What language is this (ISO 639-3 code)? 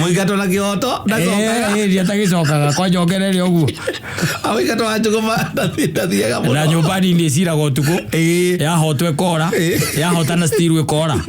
kik